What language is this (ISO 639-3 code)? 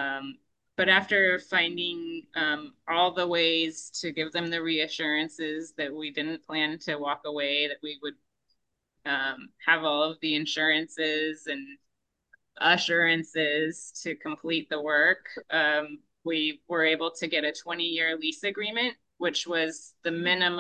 eng